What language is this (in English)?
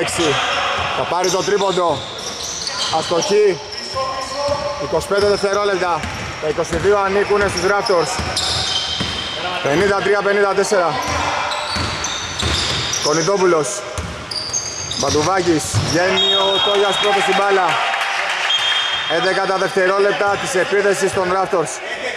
Greek